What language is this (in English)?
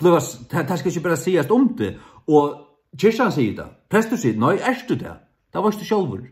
Faroese